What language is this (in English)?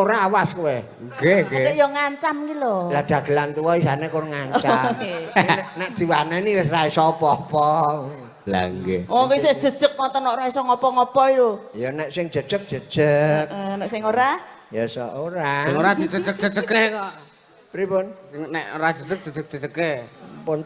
Javanese